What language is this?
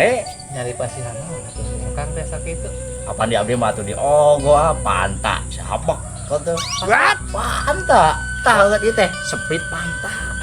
Sundanese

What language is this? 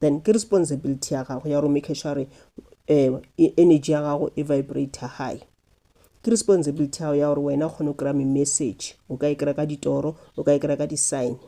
Northern Sotho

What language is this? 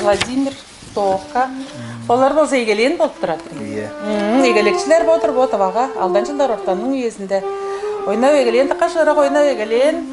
Tuvinian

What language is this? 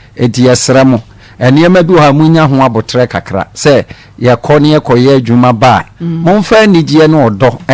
Akan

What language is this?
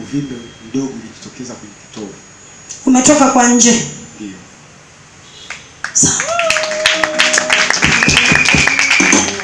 Swahili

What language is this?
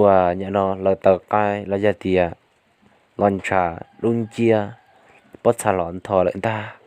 Hmong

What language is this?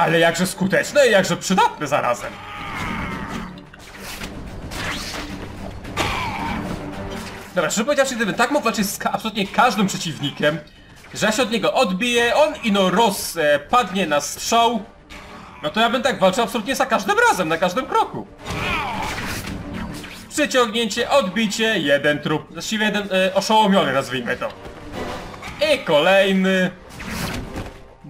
Polish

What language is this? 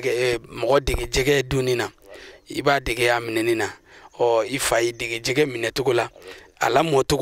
Bambara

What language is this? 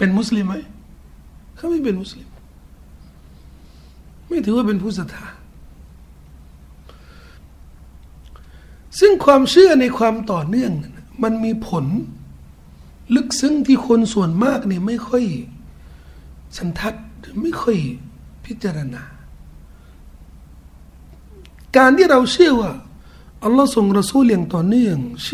Thai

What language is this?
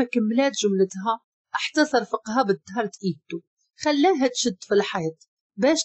Moroccan Arabic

